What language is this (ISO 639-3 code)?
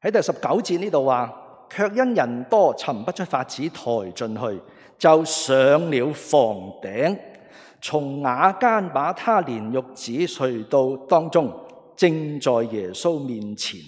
yue